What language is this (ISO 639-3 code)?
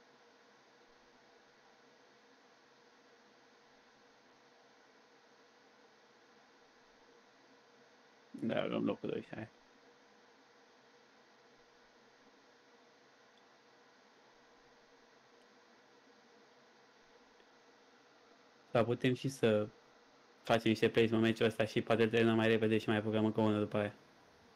ron